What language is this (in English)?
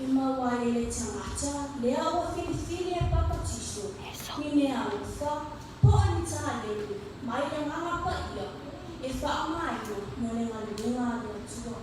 Samoan